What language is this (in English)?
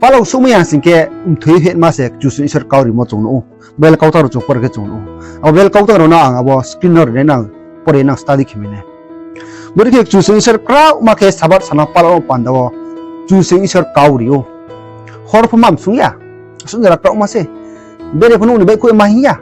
Riang (India)